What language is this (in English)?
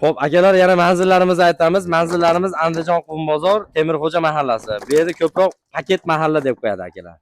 Uzbek